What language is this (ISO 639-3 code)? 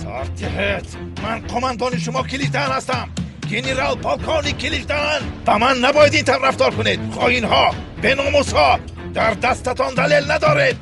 tgk